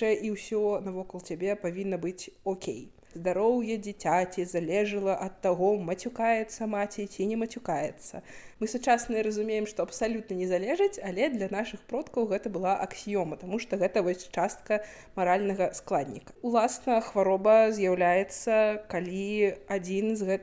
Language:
Belarusian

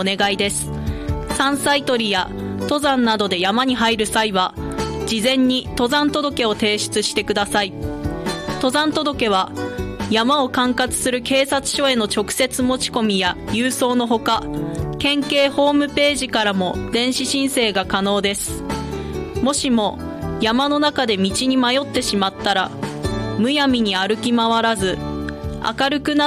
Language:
Japanese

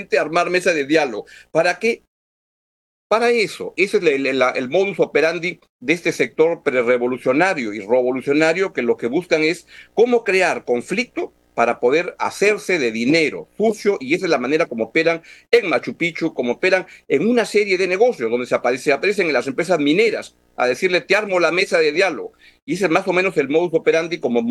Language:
Spanish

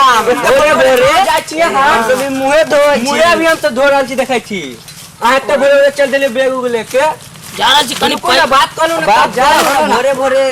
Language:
Maithili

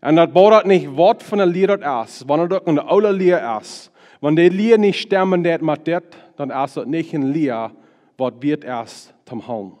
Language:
Plautdietsch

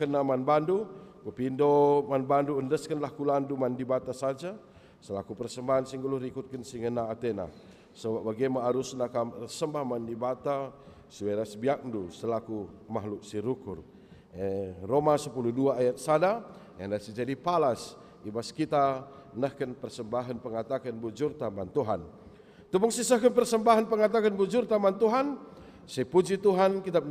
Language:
Batak Karo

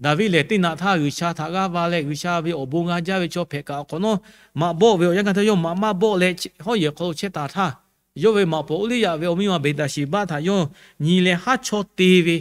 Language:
Lahu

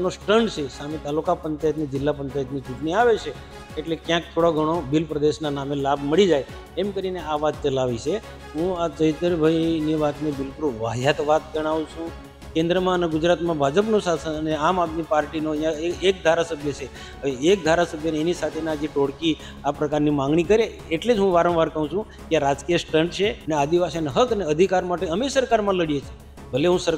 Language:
Gujarati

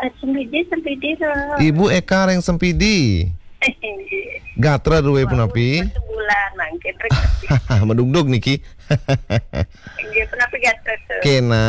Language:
Balinese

